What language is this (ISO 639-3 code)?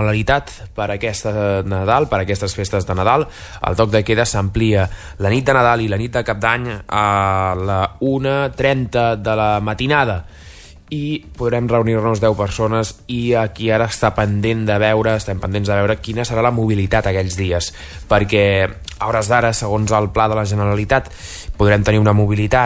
cat